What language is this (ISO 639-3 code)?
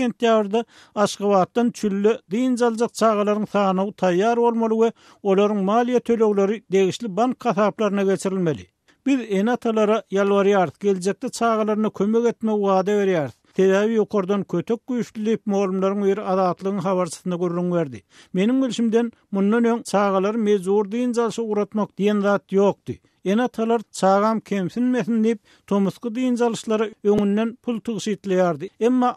tuk